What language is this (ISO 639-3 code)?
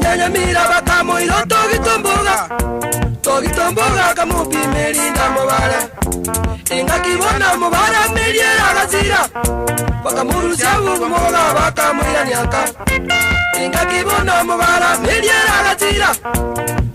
guz